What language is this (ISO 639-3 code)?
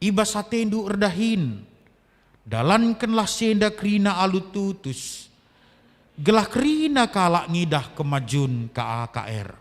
btx